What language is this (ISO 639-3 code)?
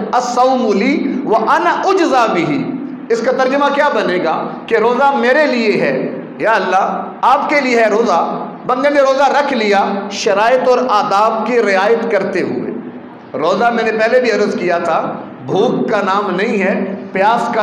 urd